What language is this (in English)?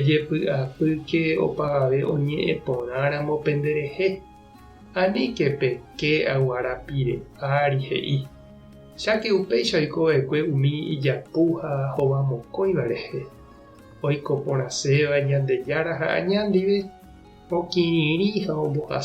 Guarani